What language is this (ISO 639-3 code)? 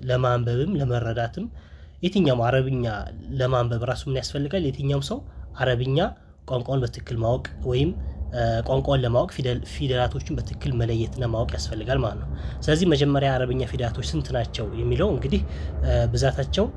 amh